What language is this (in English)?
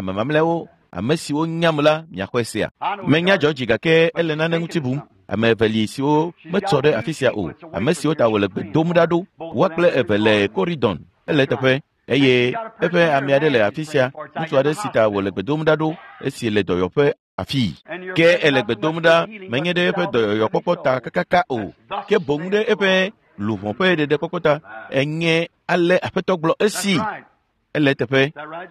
Ewe